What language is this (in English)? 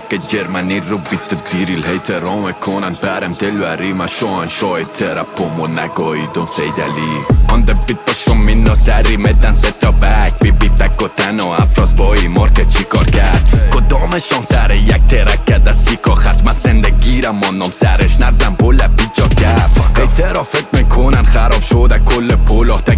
Persian